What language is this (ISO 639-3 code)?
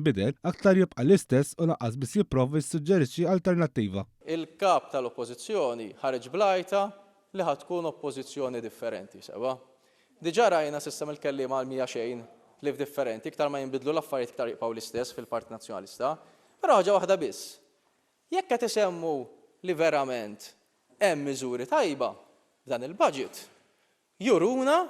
mlt